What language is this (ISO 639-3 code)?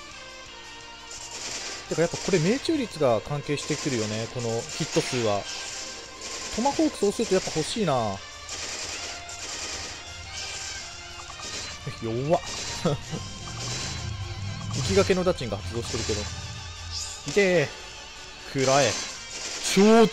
jpn